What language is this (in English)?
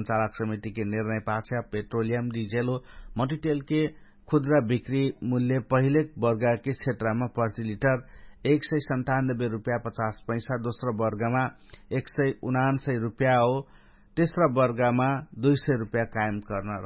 Dangaura Tharu